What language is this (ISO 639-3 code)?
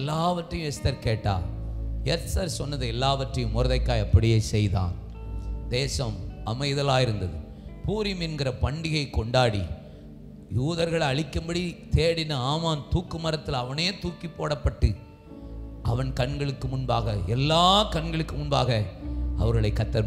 tam